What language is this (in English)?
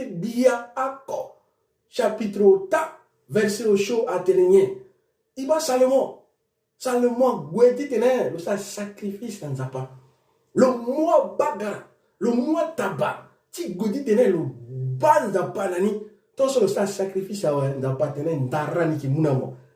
Sango